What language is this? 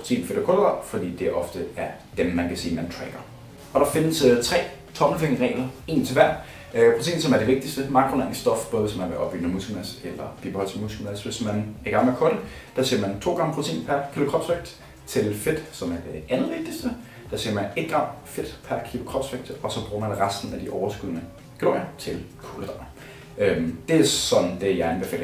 Danish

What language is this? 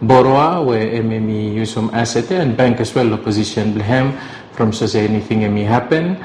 Bislama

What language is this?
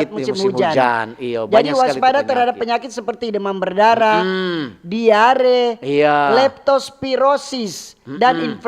Manado Malay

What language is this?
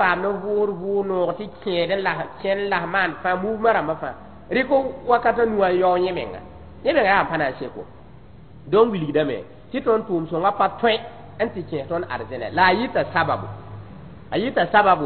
Mossi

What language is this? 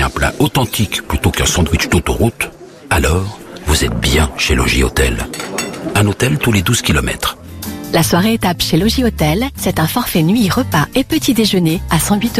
French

